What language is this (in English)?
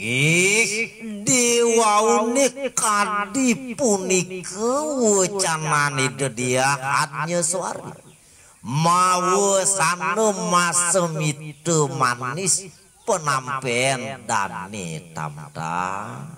Balinese